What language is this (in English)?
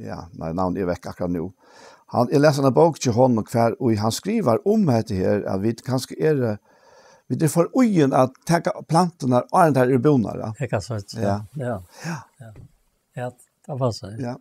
Faroese